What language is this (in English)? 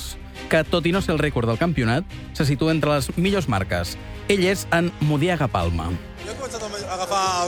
Catalan